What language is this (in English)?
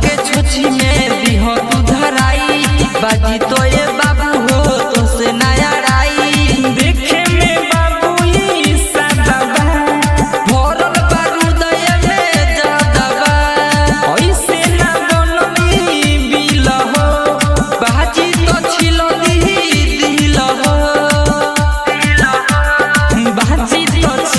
Bhojpuri